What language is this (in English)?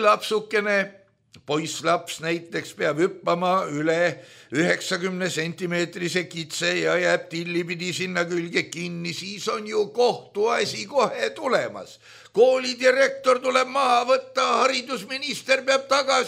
Estonian